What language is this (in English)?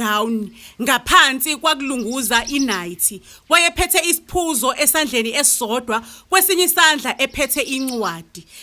Zulu